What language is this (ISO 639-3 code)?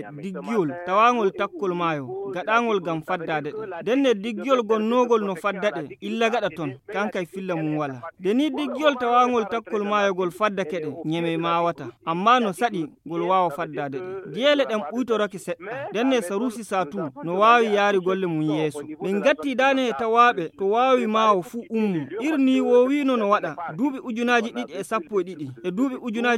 ful